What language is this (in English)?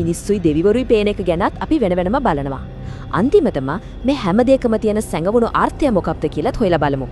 Sinhala